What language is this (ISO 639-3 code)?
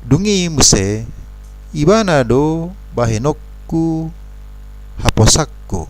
bbc